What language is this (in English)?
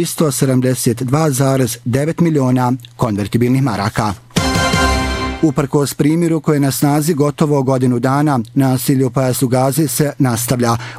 Bosnian